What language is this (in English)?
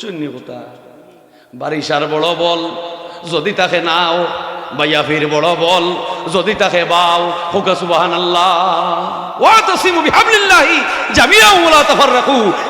Sylheti